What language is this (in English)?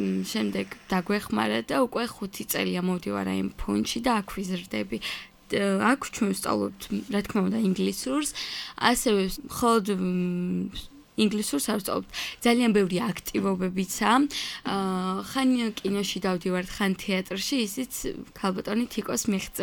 Georgian